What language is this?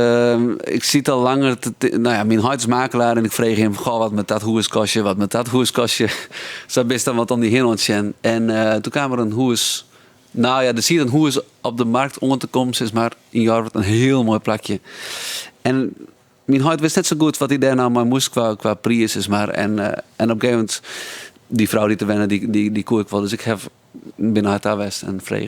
Western Frisian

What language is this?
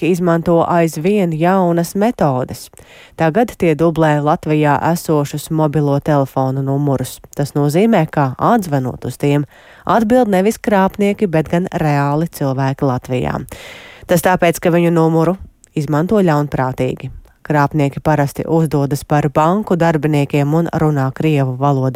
Latvian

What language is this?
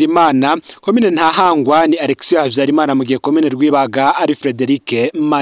Rundi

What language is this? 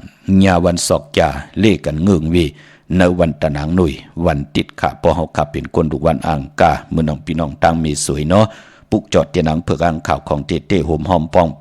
Shan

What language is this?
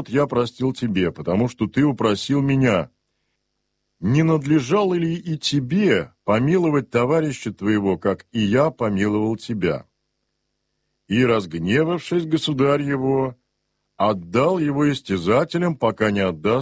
Russian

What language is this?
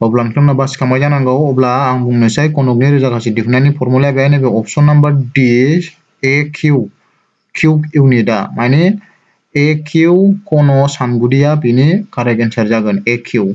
Bodo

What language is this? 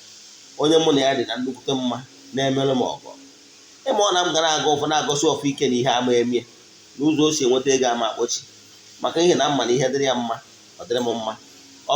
Igbo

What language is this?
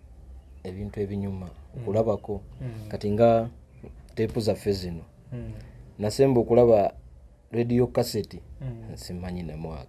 Ganda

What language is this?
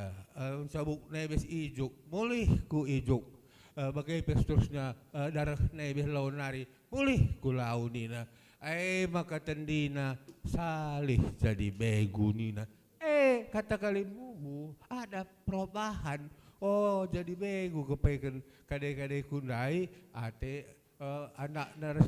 Batak Karo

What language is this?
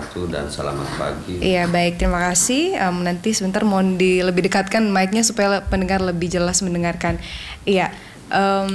Indonesian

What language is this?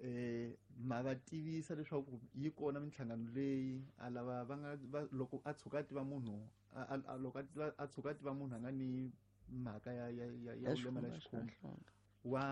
Tsonga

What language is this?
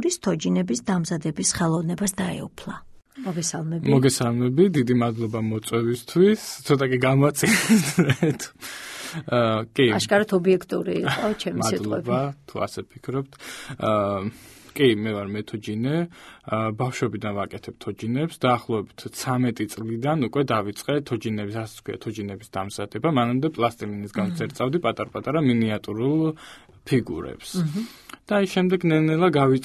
Georgian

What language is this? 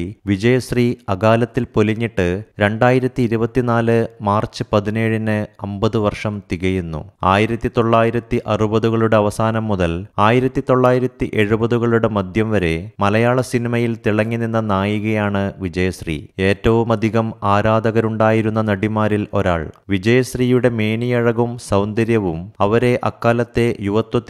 Malayalam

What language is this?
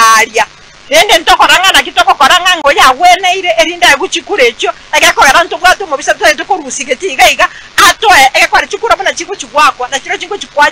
Gusii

